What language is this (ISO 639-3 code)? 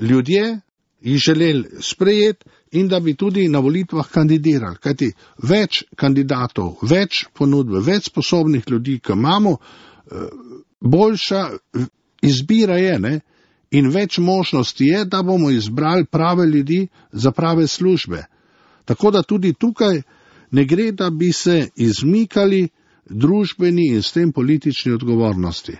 slv